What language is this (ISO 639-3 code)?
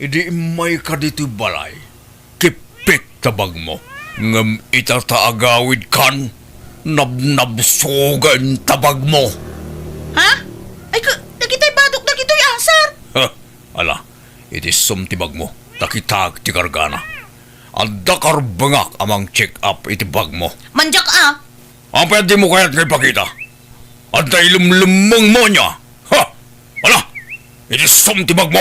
ilo